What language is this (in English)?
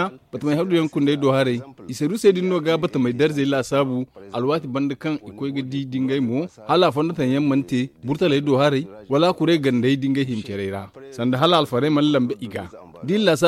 Zarma